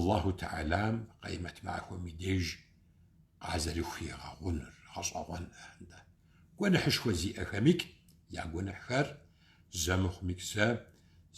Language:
Kabardian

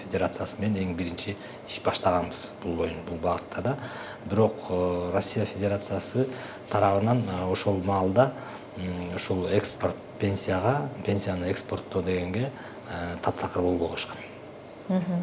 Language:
Kyrgyz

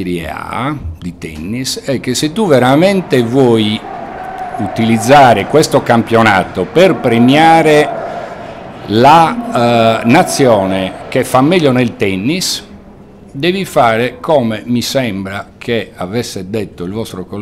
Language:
Italian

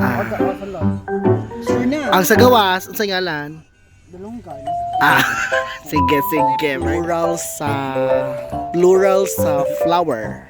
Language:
Cebuano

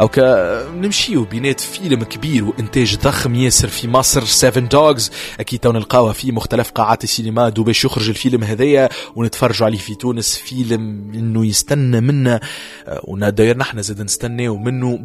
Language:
Tunisian Arabic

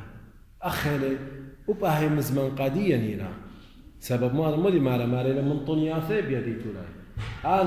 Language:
Assyrian Neo-Aramaic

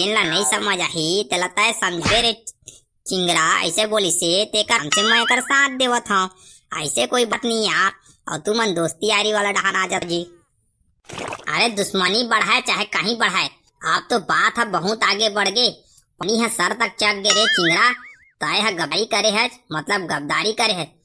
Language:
Chhattisgarhi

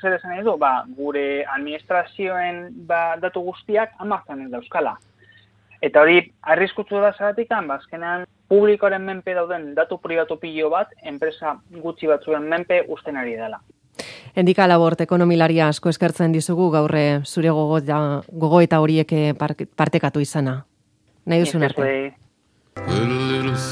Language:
Basque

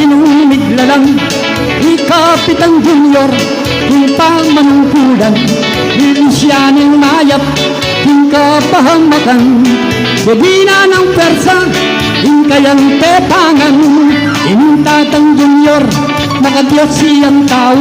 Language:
Pampanga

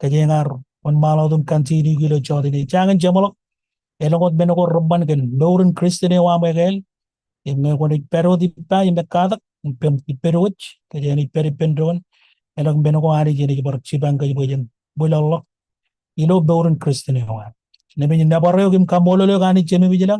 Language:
Marshallese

